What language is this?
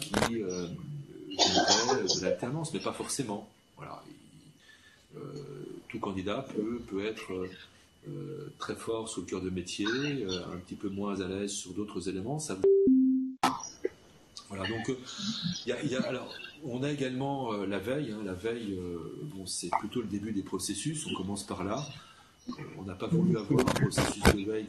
French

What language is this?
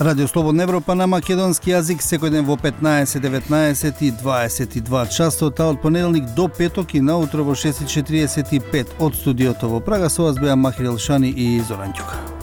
Macedonian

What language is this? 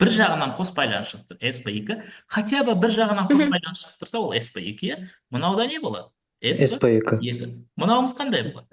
Kazakh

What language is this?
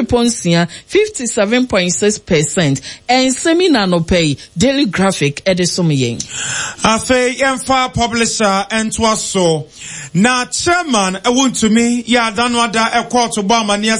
Akan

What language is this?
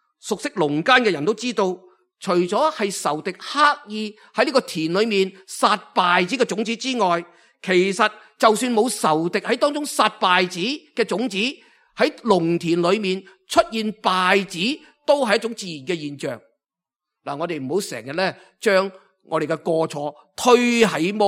Cantonese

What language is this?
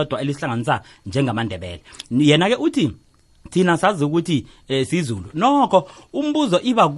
South Ndebele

